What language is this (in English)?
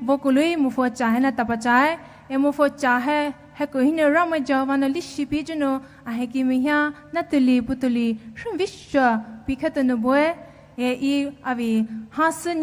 Poumei Naga